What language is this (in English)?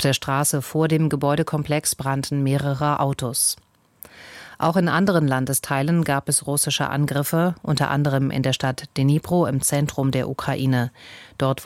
German